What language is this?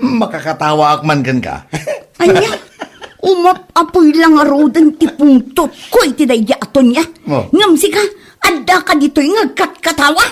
Iloko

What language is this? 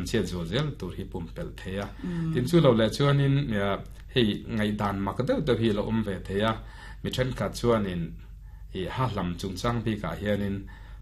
Mizo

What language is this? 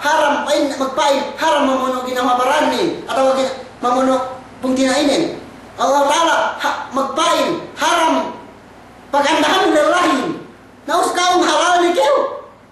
Yakan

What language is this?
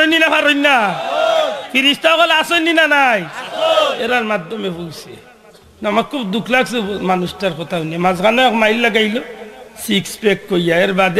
Sylheti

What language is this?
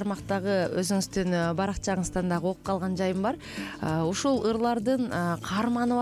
Kyrgyz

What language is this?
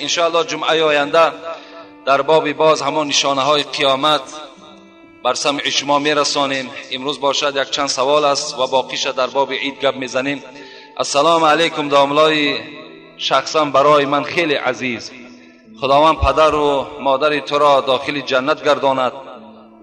Tajik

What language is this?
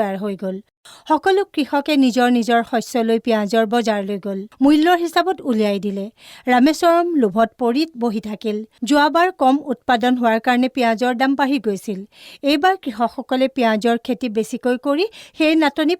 Assamese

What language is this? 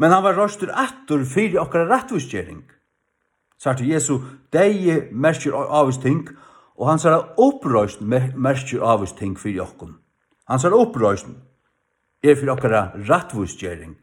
Faroese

